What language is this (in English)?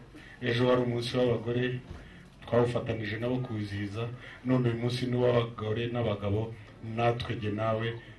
Kinyarwanda